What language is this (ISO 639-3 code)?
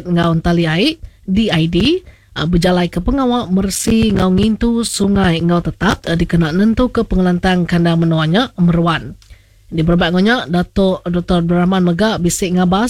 iba